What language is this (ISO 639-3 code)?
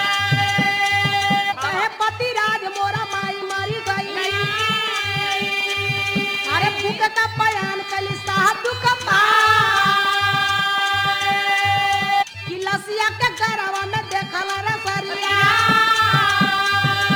bho